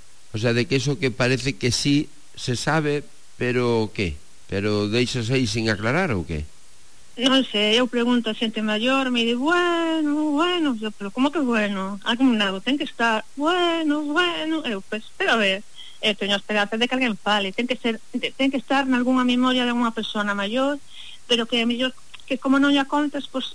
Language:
Galician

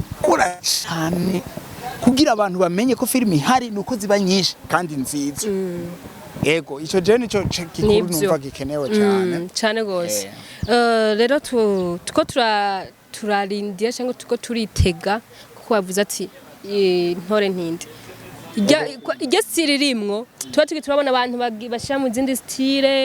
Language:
Rundi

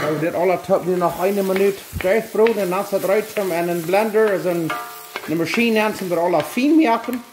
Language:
Plautdietsch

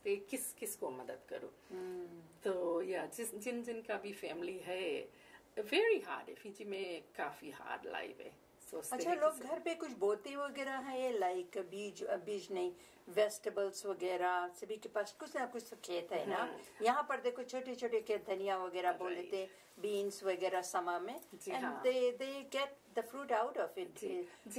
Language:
Fiji Hindi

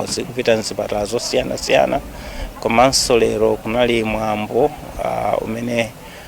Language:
Nyanja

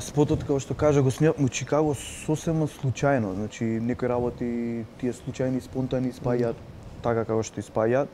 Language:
Macedonian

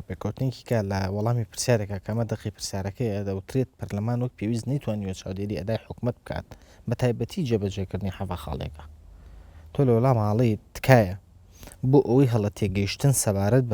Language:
Central Kurdish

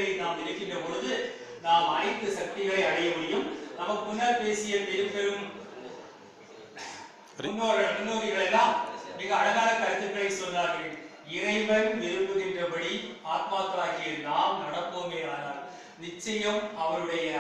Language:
Tamil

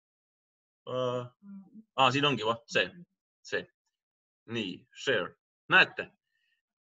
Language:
Estonian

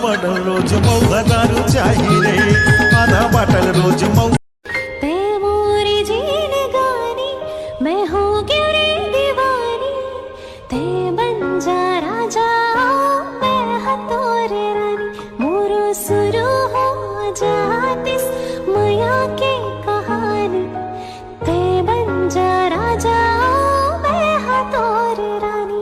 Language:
Chhattisgarhi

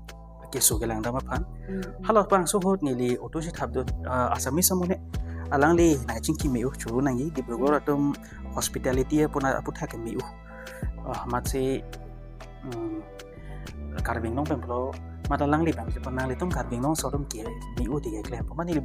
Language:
Karbi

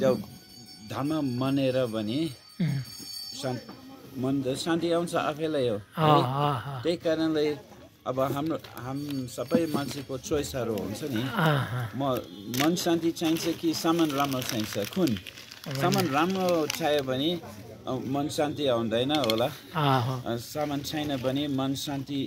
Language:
Nepali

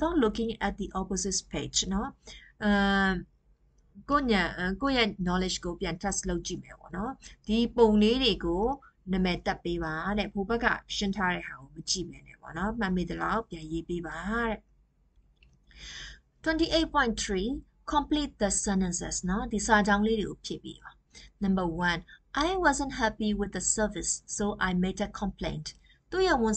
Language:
Burmese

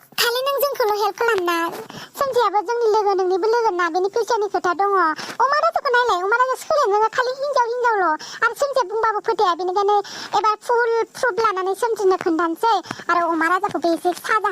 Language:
Bodo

